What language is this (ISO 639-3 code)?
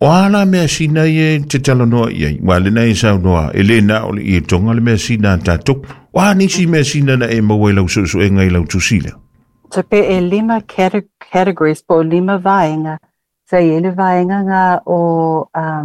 smo